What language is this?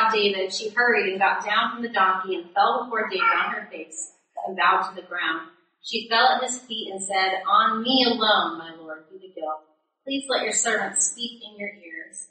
English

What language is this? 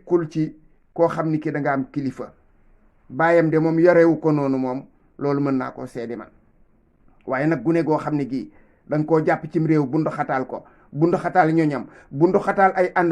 Wolof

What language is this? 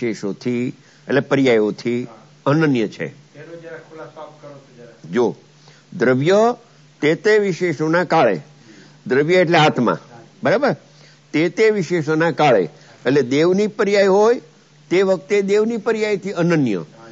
Gujarati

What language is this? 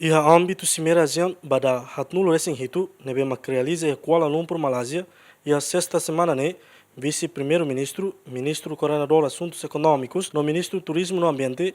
Tetum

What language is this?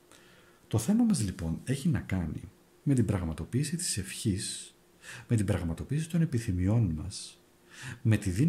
Greek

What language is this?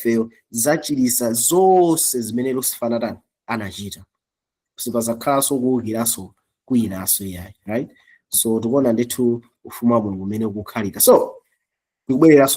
Nyanja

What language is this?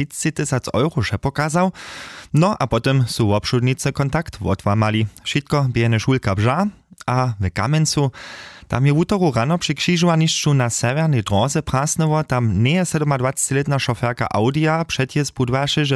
Upper Sorbian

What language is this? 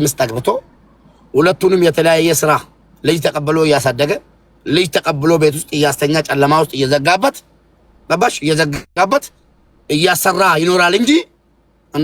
Amharic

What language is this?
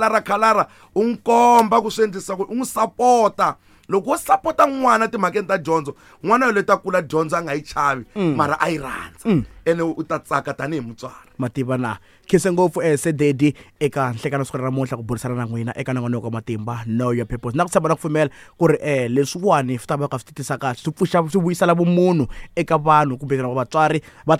Tsonga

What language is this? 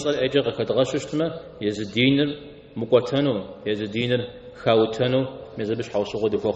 Kabardian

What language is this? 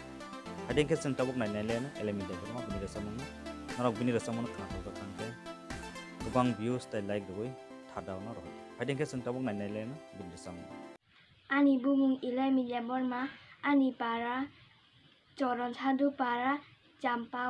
Kok Borok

